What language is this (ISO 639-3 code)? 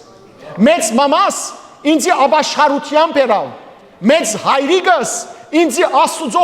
hyw